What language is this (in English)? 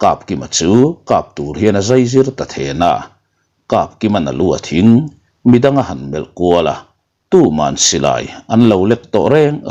Mizo